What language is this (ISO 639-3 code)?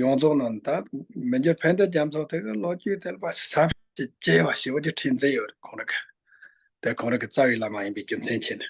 bod